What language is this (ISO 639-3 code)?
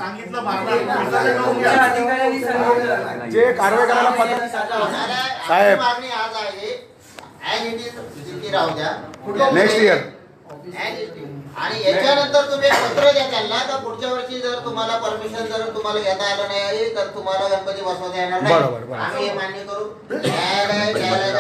mar